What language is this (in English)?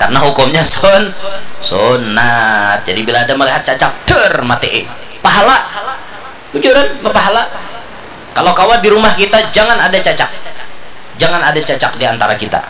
Banjar